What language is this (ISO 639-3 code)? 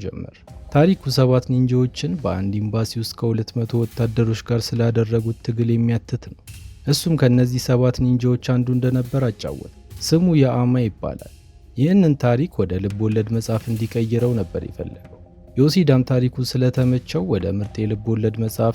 amh